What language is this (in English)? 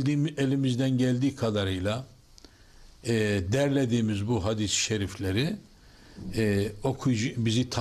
Turkish